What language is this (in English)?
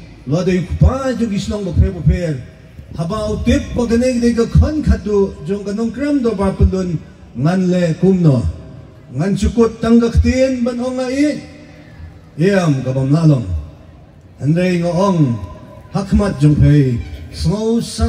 Khasi